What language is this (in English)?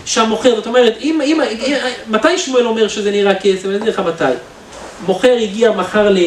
Hebrew